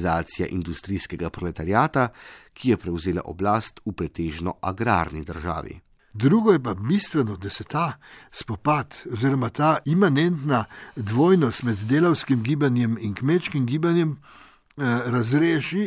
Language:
Slovenian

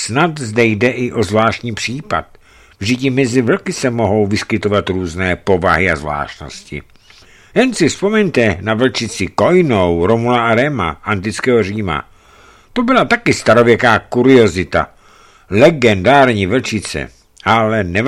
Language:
Czech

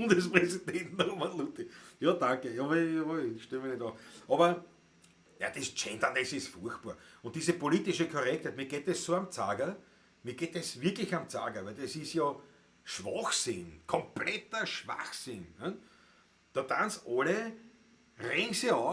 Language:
Bavarian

